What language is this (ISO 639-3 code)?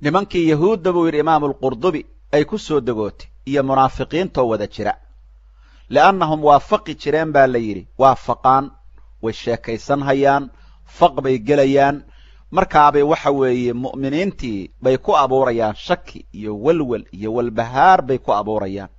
som